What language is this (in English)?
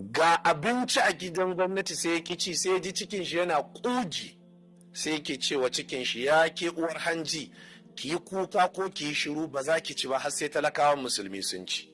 Hausa